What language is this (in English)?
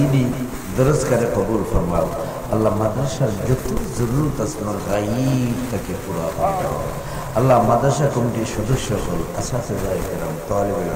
Sylheti